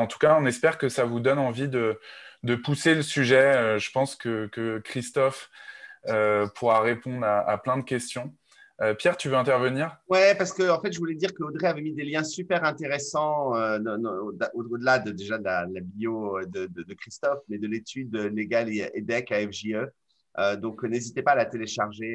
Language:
French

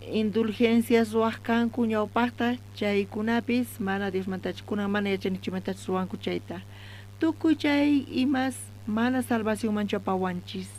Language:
South Bolivian Quechua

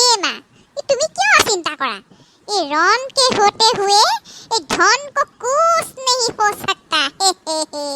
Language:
Assamese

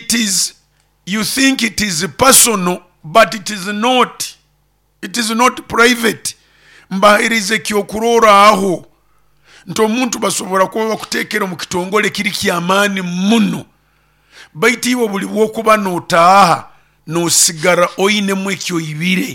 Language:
Nyoro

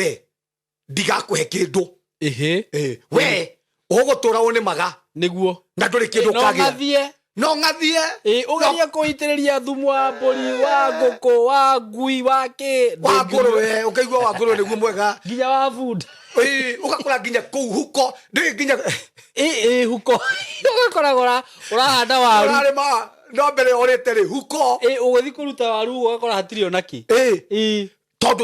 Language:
Kikuyu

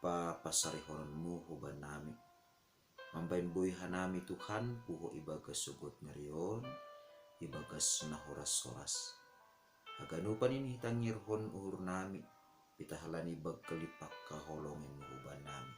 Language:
Batak Simalungun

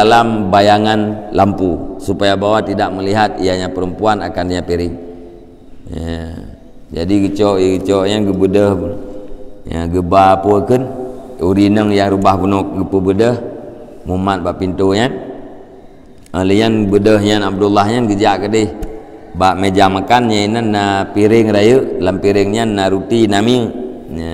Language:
Malay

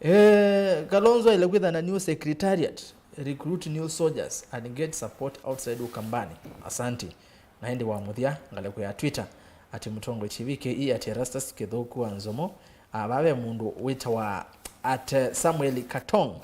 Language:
Kamba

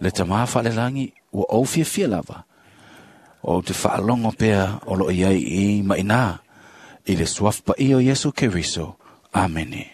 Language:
Samoan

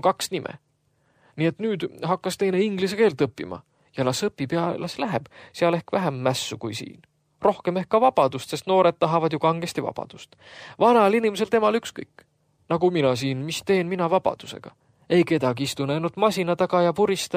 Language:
Estonian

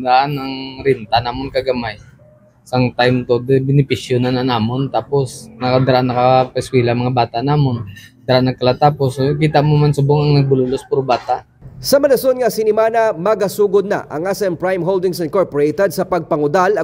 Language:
Hiligaynon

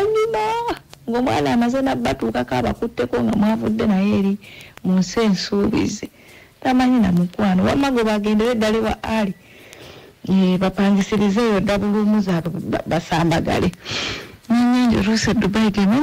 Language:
Ganda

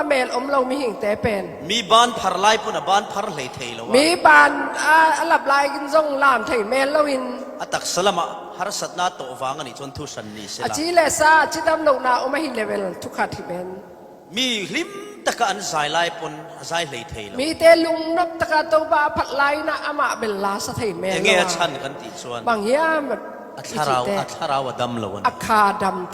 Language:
Falam Chin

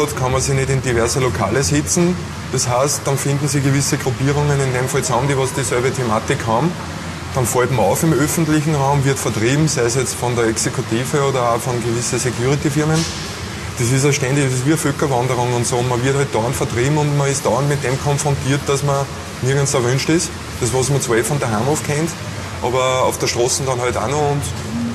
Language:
German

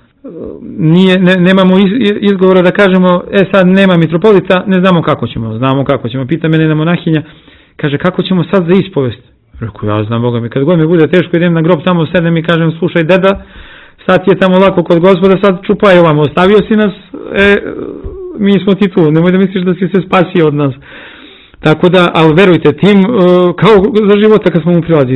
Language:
Serbian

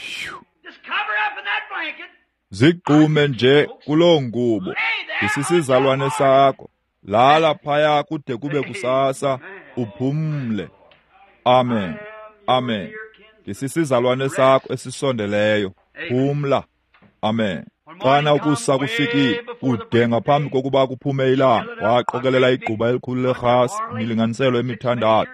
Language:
Xhosa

